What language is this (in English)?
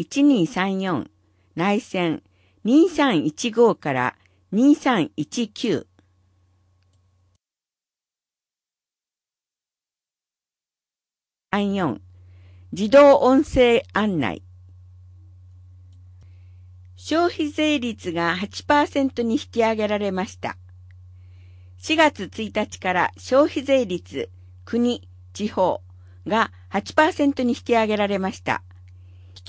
Japanese